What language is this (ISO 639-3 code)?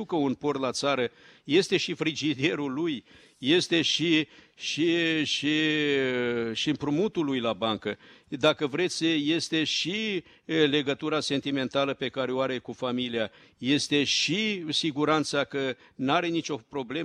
ron